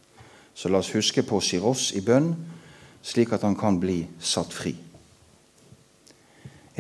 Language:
Norwegian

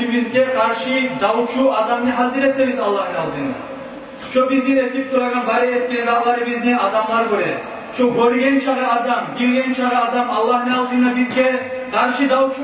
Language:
Kumyk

